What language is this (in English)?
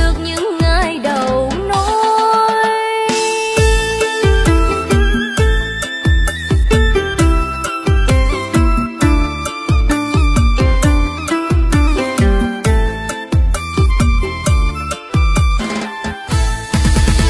Vietnamese